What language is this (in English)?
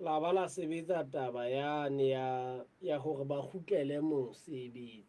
Southern Sotho